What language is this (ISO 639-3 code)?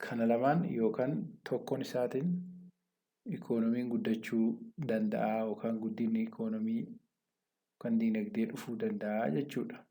orm